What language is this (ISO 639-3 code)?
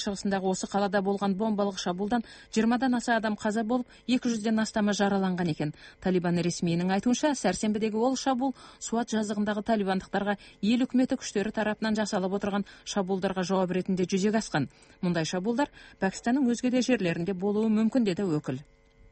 kaz